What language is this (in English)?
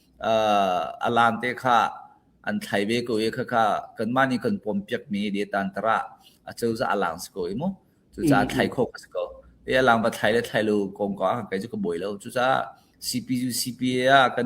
Hakha Chin